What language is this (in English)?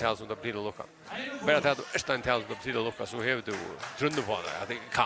Faroese